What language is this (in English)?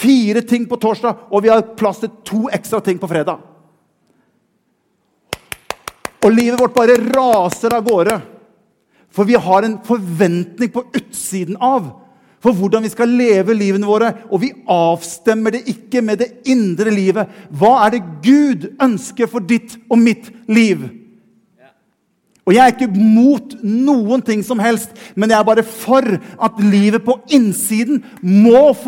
Norwegian